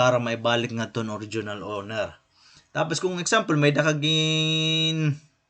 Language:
Waray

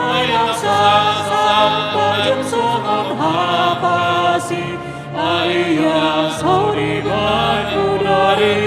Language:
Batak Toba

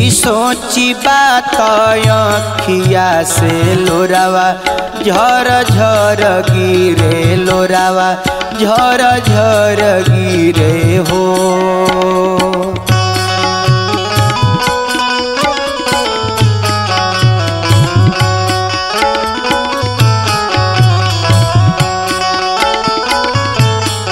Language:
Bhojpuri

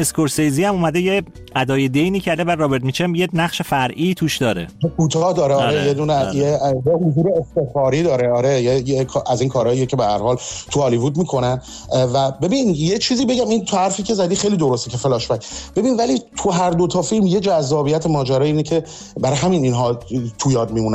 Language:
Persian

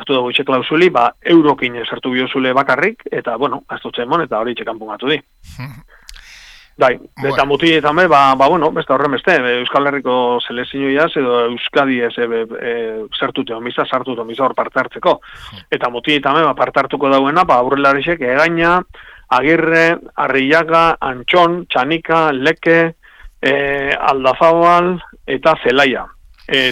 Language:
Basque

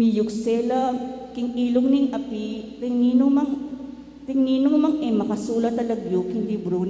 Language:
Pampanga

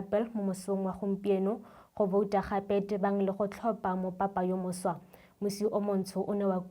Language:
Tswana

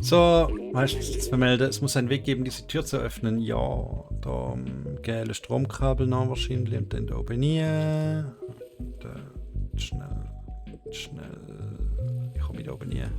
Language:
Swiss German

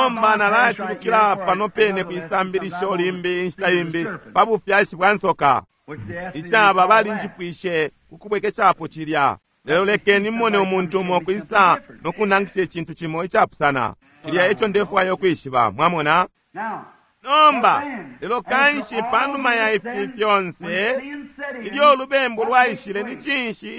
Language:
Bemba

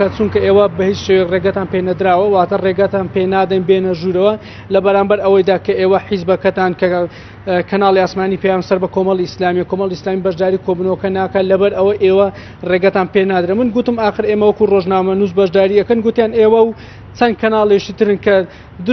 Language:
Central Kurdish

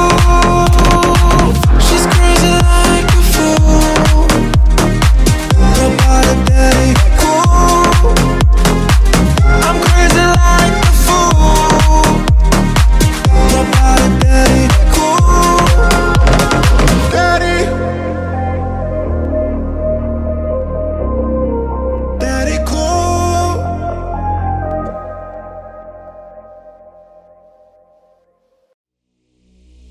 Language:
English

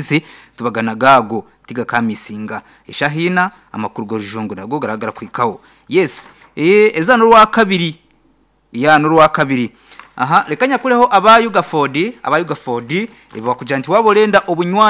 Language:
Nyankole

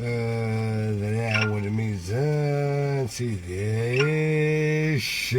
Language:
Algerian Arabic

